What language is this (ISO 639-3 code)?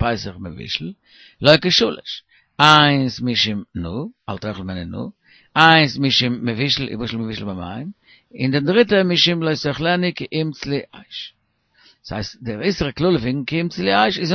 yid